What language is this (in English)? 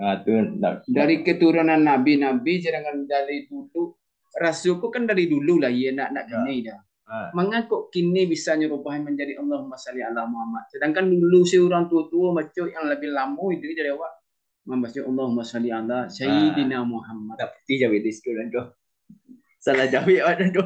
Minangkabau